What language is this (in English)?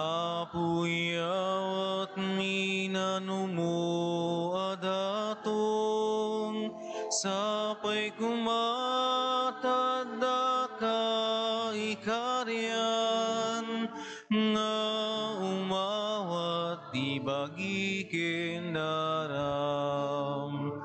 Iloko